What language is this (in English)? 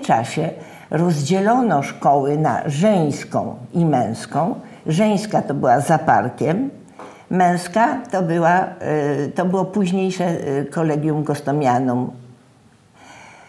Polish